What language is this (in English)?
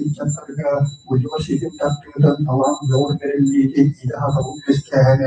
Yakut